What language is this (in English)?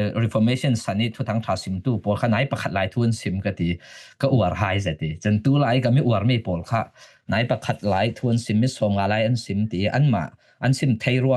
Falam Chin